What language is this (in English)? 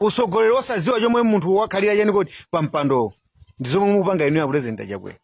Nyanja